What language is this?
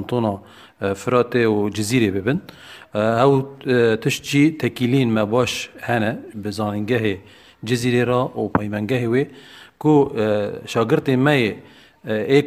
Kurdish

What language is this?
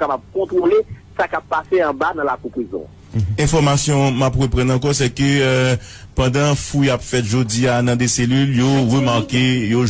Haitian Creole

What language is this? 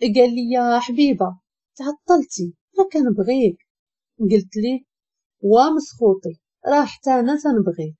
Moroccan Arabic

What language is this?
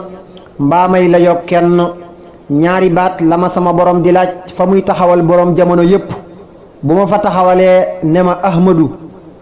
Wolof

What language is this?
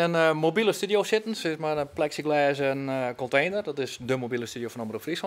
Western Frisian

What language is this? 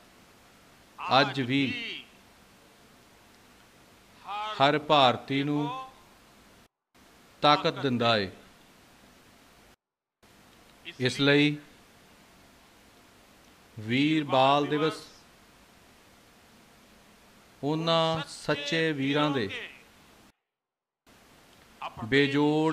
Punjabi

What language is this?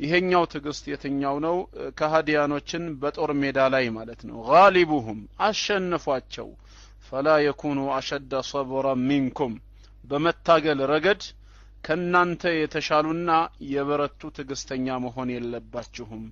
Amharic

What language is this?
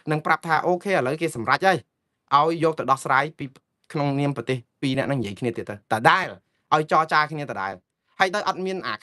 Khmer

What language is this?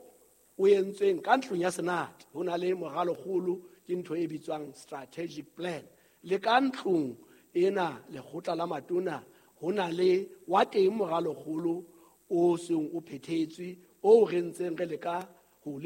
Southern Sotho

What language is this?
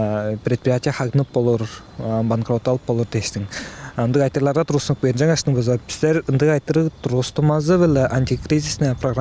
Tuvinian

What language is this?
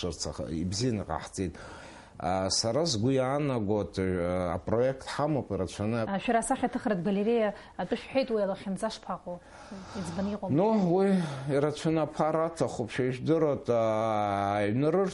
Abkhazian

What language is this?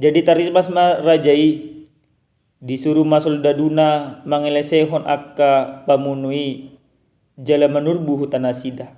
Batak Toba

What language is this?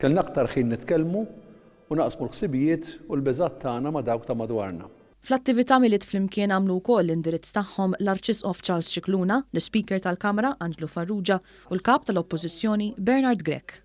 Maltese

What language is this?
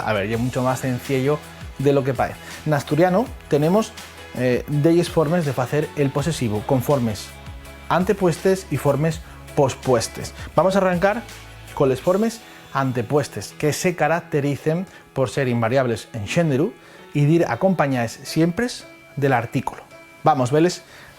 Asturian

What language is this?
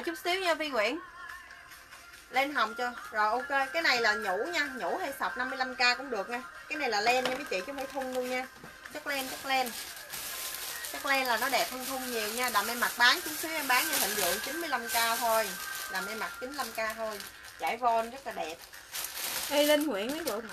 Vietnamese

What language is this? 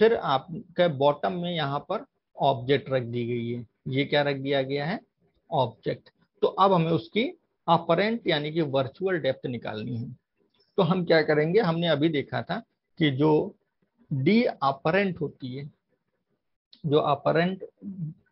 Hindi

